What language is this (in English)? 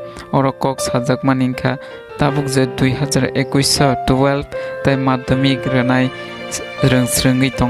Kok Borok